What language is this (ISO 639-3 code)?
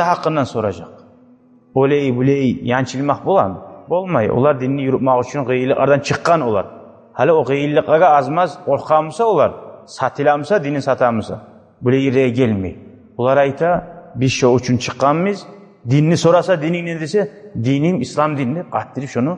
kum